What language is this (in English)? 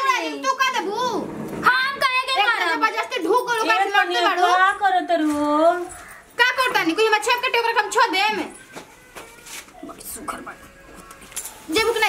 Bhojpuri